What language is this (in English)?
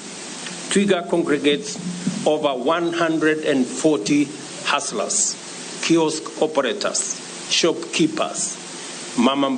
Gusii